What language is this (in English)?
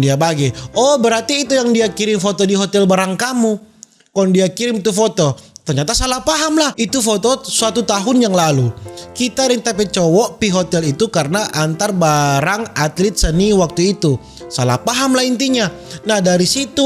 Manado Malay